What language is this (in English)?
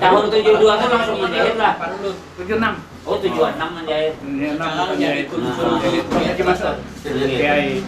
Banjar